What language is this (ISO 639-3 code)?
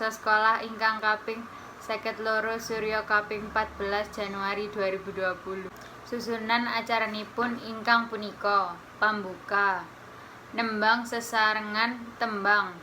jav